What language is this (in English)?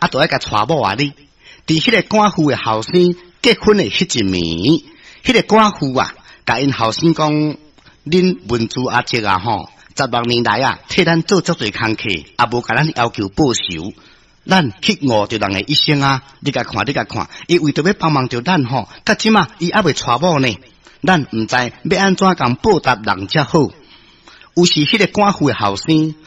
Min Nan Chinese